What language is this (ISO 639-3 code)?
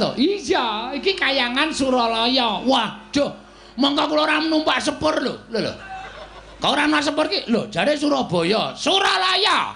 jav